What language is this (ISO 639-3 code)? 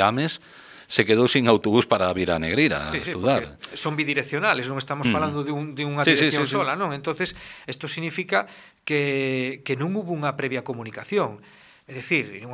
glg